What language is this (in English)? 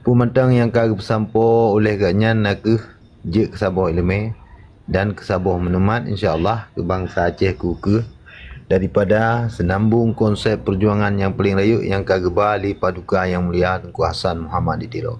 Achinese